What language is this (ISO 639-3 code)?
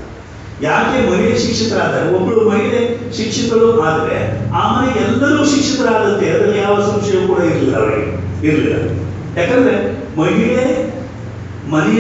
kan